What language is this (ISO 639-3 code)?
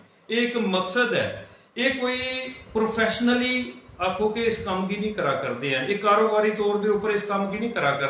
doi